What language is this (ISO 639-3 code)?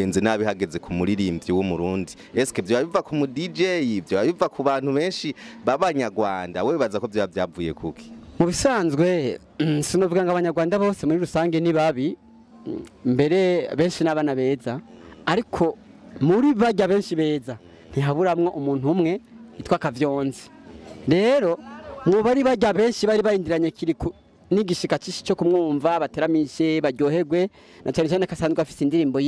run